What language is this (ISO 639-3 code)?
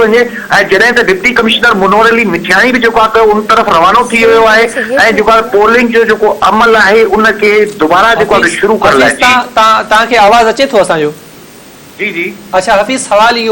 snd